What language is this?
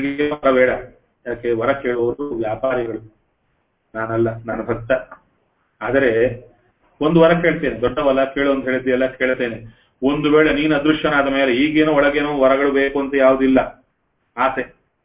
Kannada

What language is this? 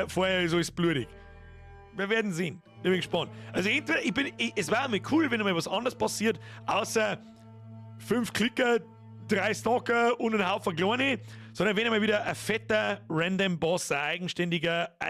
Bavarian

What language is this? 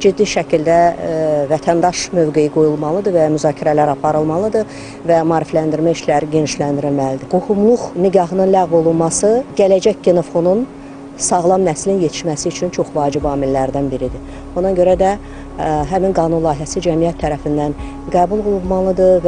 Azerbaijani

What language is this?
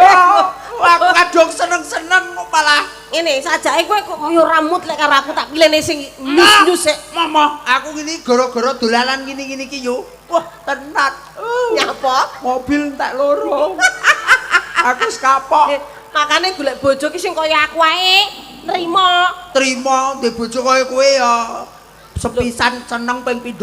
Javanese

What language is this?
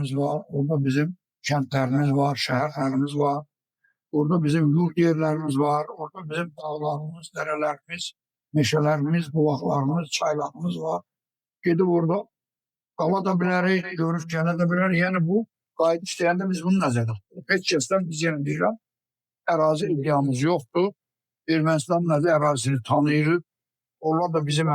Azerbaijani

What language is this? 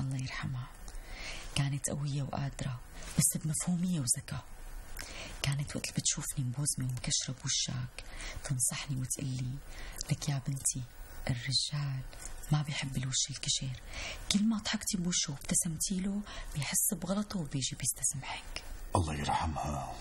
North Levantine Arabic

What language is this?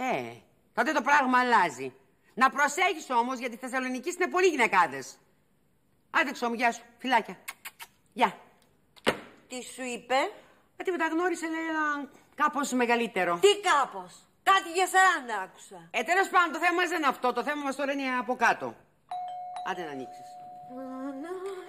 Greek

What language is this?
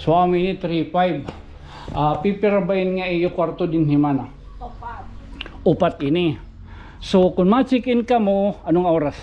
Waray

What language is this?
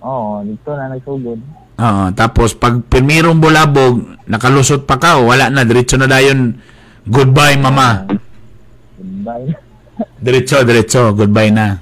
Cebuano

